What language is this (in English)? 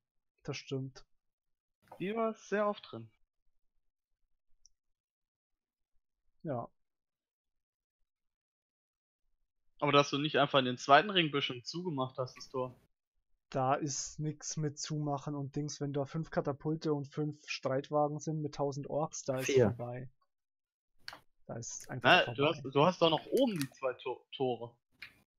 German